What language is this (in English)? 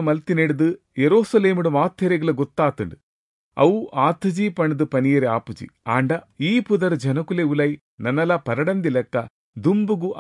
Tulu